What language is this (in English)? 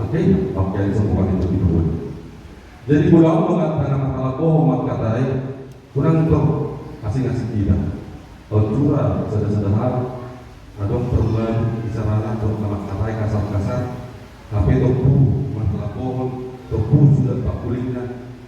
Batak Toba